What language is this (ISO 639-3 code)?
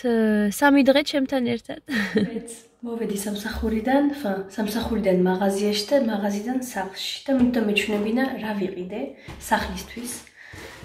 kat